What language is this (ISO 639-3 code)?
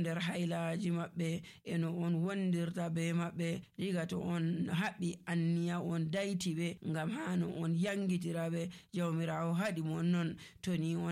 fuv